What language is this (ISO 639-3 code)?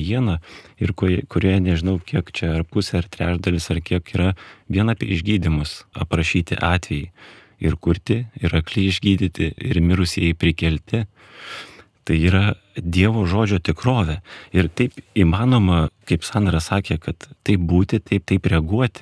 lit